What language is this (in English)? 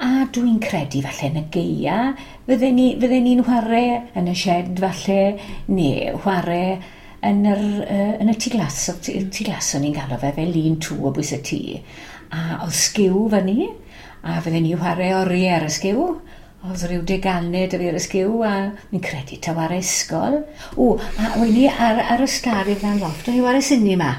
Welsh